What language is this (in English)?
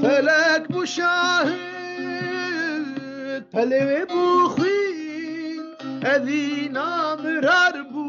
Kurdish